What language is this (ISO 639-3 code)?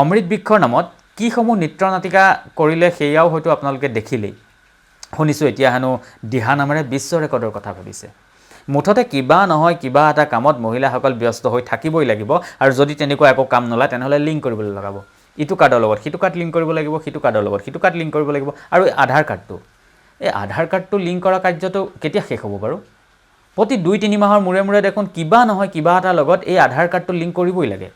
asm